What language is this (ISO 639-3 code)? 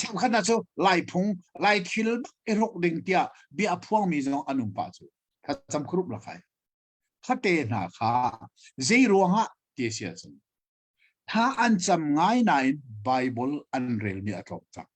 cnh